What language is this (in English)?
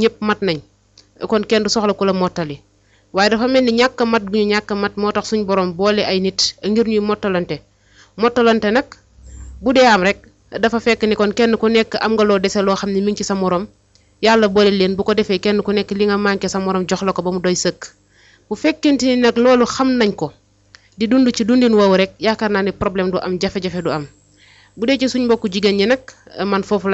Wolof